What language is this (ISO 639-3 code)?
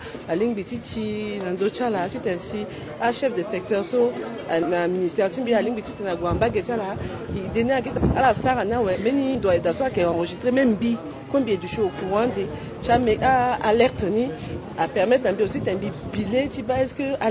sag